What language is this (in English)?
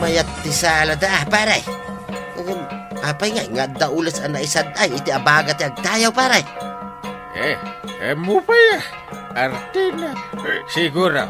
Iloko